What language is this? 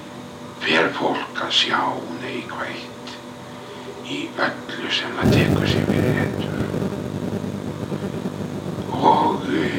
Icelandic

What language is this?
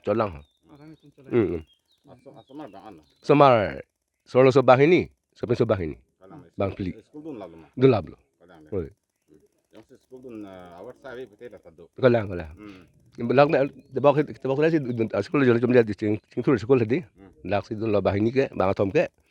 Karbi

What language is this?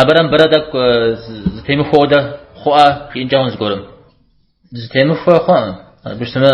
Kabardian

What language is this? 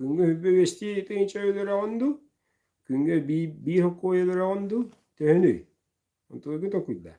Yakut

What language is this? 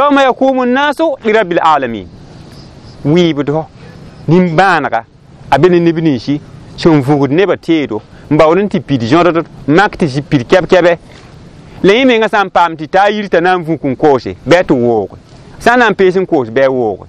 Mossi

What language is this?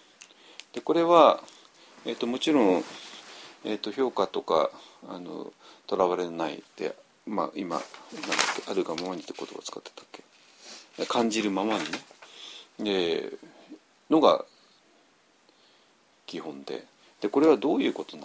Japanese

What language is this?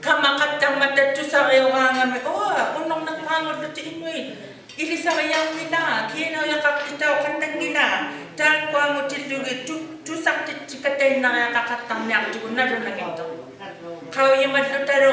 Inuktitut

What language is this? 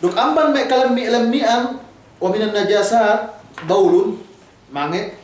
Yakan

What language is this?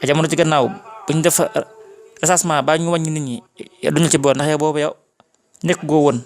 Wolof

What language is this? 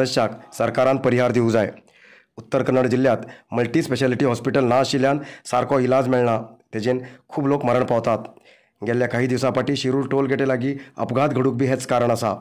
Konkani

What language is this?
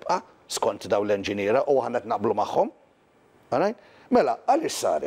Maltese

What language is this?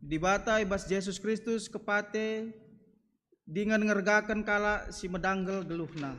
Batak Karo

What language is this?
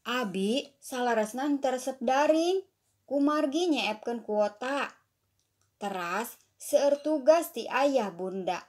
Sundanese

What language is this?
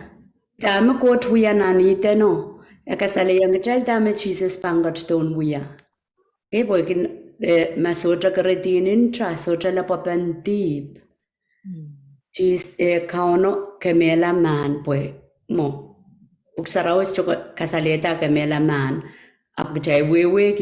Pohnpeian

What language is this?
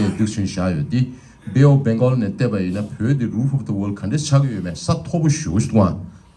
Tibetan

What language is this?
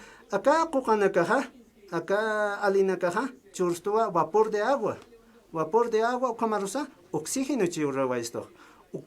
Aymara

